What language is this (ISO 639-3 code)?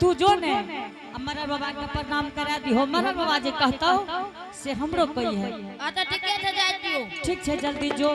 anp